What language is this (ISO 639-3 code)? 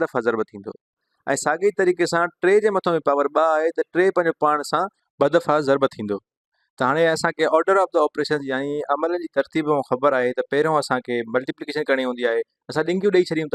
snd